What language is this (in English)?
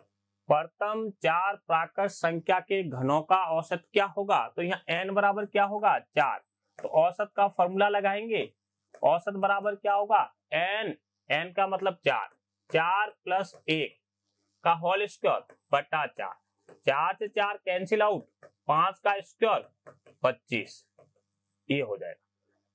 Hindi